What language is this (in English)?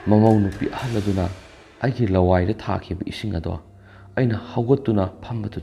Manipuri